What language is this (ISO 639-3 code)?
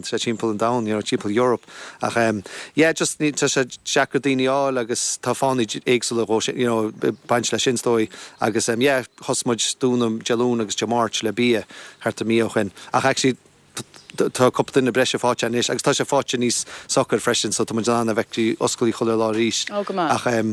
gle